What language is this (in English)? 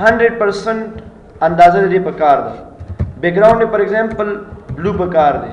Pashto